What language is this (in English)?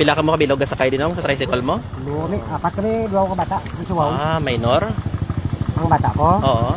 Hiligaynon